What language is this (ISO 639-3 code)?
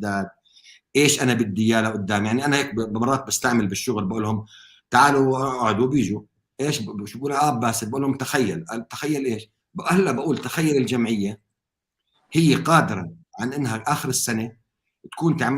apc